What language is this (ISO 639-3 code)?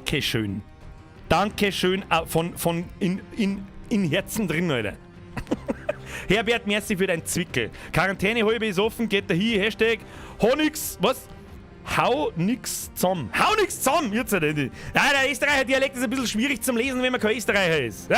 bar